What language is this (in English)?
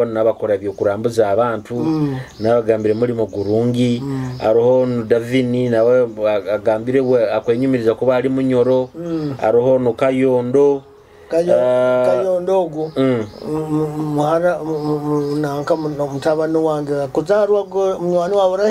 Nyoro